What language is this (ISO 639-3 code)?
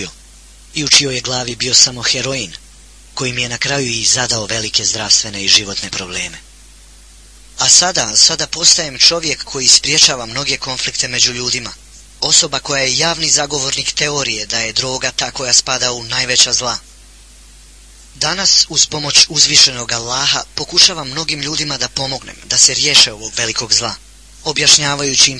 bos